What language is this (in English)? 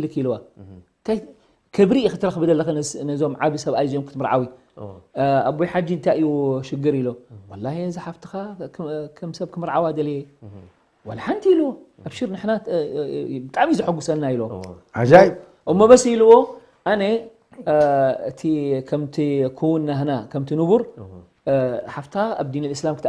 Tigrinya